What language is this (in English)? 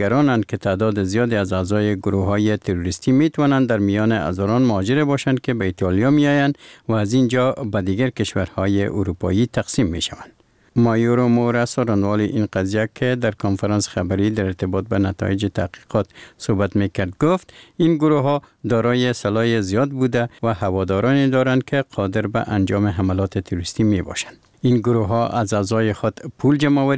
Persian